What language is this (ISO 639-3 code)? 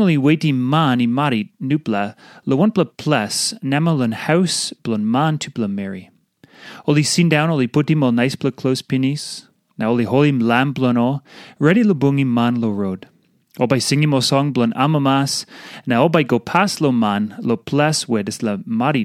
tpi